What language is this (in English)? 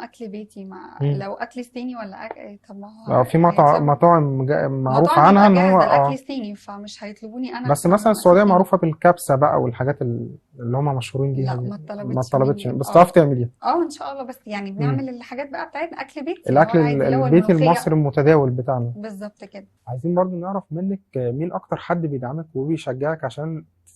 Egyptian Arabic